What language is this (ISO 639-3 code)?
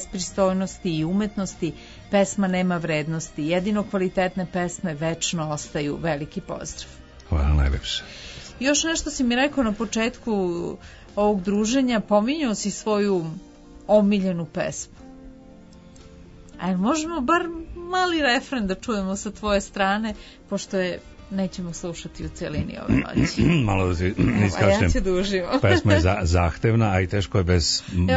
srp